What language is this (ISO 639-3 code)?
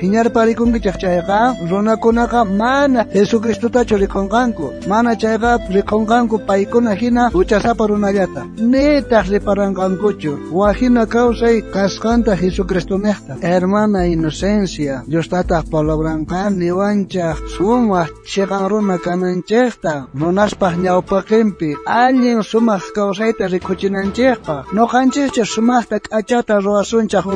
quh